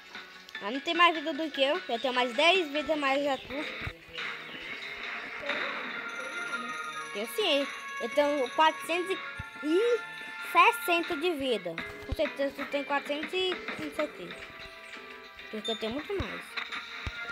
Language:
Portuguese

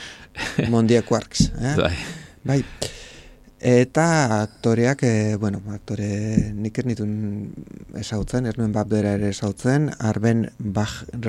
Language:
Basque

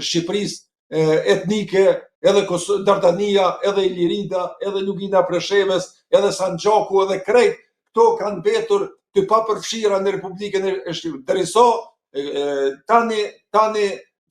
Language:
Albanian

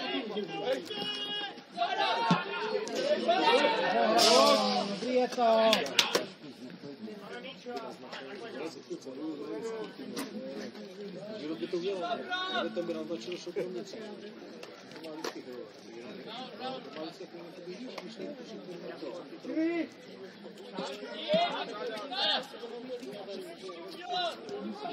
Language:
Czech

